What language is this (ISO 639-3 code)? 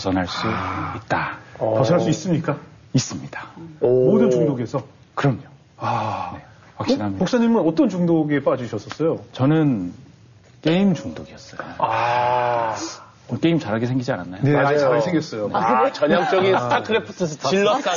kor